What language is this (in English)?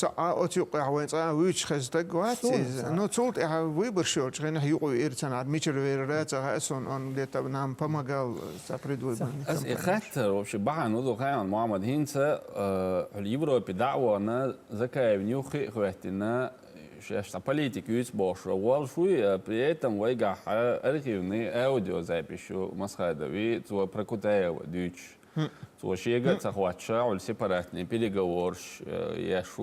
Chechen